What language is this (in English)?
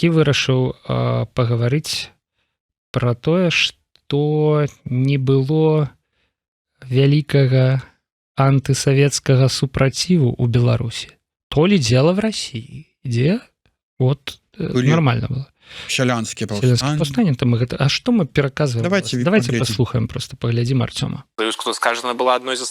Belarusian